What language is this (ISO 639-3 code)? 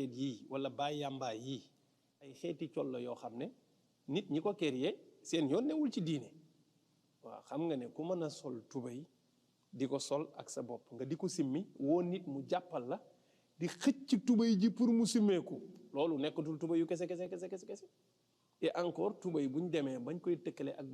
wol